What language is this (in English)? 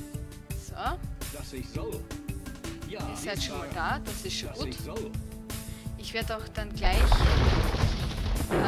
German